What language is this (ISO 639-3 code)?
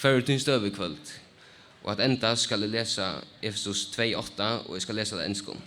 fao